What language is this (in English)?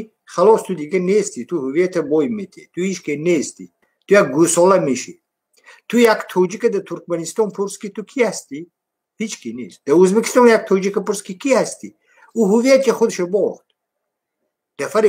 Persian